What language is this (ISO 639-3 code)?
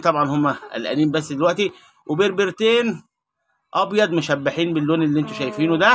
arz